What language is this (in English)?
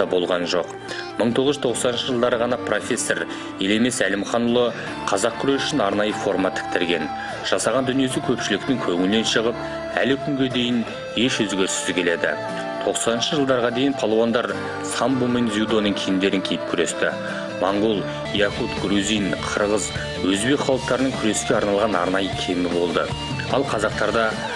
Kazakh